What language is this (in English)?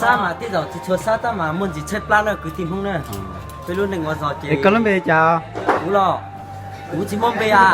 Hmong